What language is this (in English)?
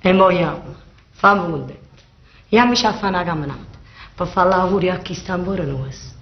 Neapolitan